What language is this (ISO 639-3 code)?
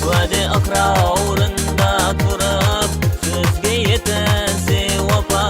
kaa